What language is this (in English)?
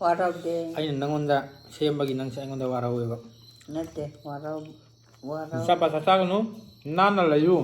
Manipuri